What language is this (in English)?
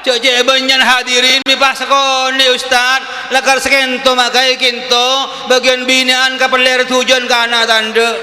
Madurese